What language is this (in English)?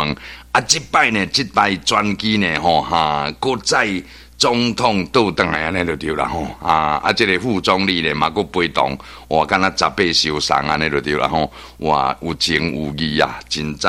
Min Nan Chinese